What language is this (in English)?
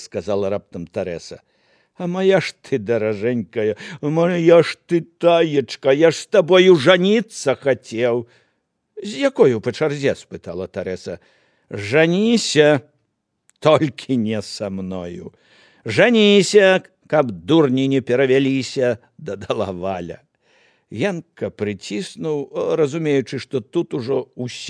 Belarusian